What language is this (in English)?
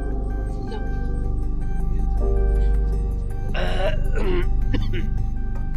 Bangla